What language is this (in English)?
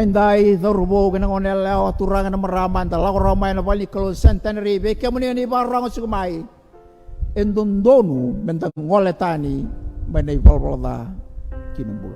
Fijian